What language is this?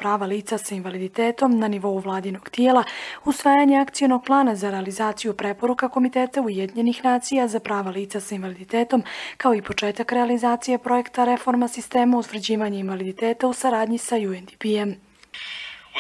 Bosnian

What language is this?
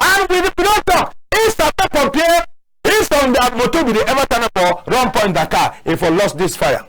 Cameroon Pidgin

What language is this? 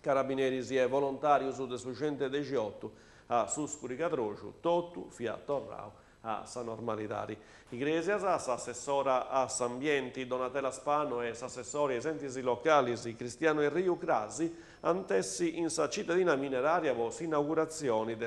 Sardinian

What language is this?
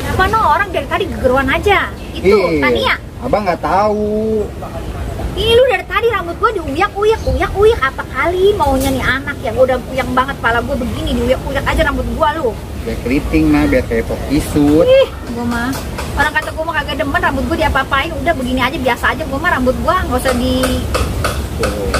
Betawi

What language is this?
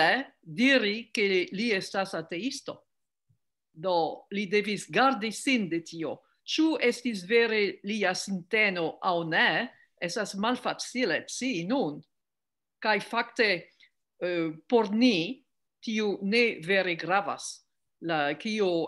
Esperanto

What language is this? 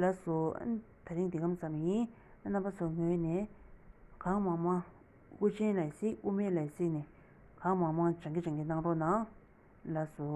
Tibetan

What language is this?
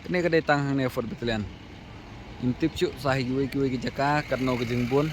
Khasi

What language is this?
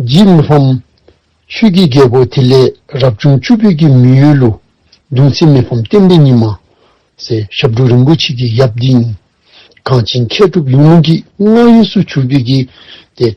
Dzongkha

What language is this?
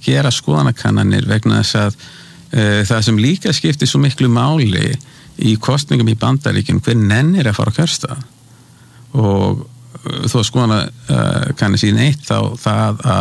Icelandic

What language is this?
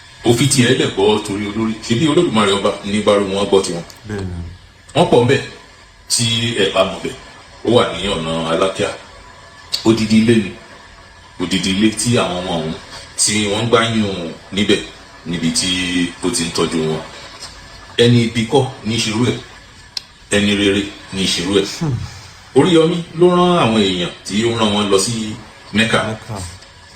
Yoruba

